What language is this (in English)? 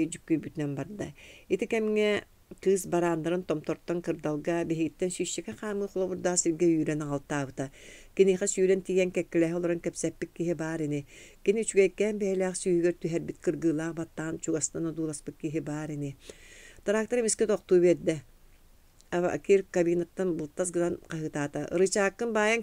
Yakut